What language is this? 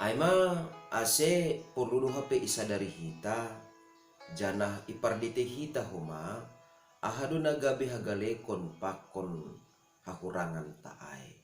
Batak Simalungun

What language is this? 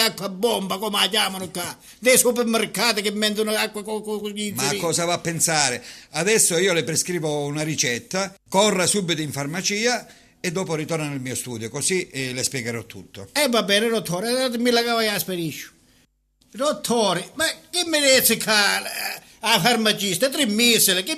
Sicilian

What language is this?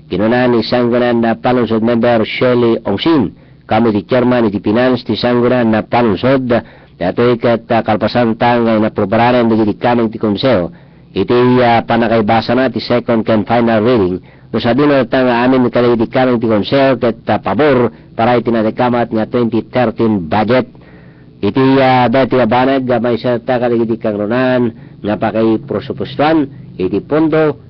Iloko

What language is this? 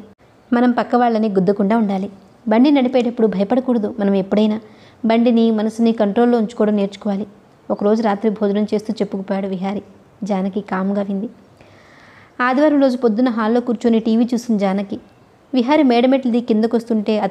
Telugu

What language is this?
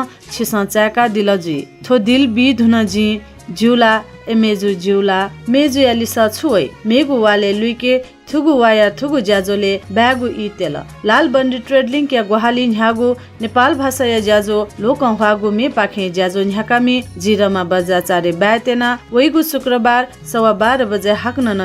Newari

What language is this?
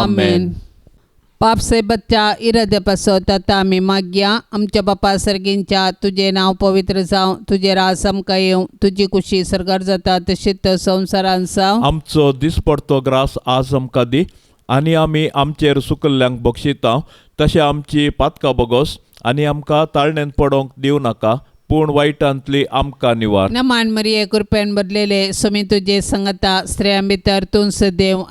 Konkani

